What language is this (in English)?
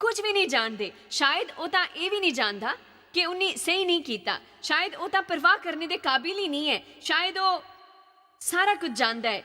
Dogri